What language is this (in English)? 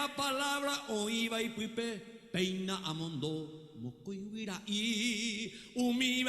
Guarani